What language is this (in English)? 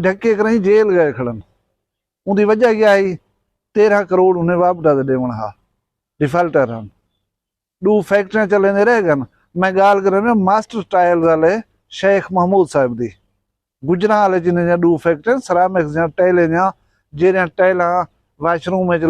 Saraiki